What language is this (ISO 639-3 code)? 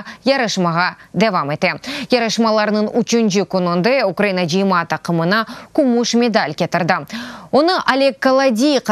crh